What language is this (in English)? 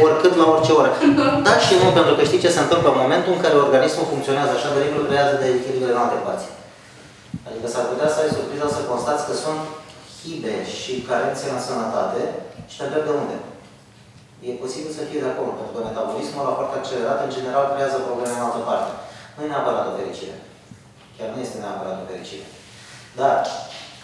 Romanian